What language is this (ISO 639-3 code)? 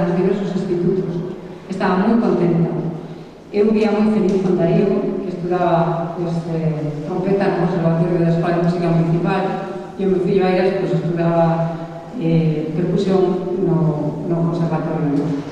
glg